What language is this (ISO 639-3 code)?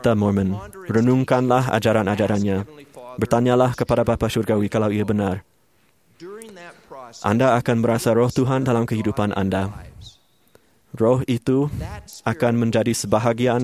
msa